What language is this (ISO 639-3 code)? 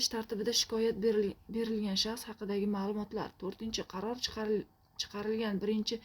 uzb